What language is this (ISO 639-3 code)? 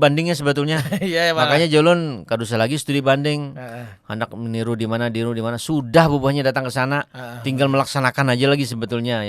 bjn